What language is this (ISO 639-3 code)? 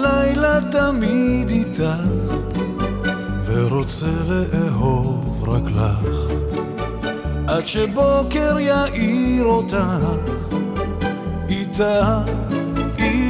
heb